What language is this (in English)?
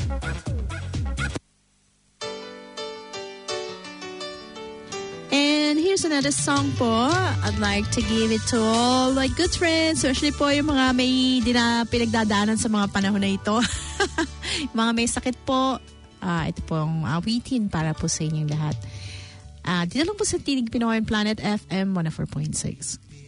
Filipino